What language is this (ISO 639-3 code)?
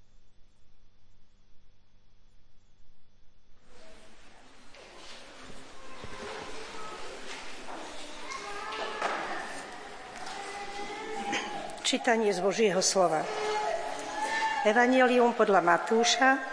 slk